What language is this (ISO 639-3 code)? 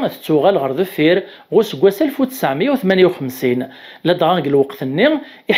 kab